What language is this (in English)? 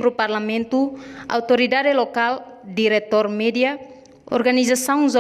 Tetum